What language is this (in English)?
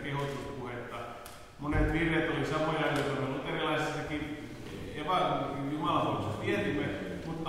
Finnish